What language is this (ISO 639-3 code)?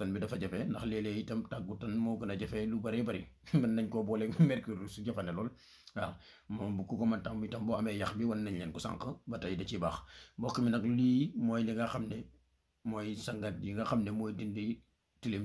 wol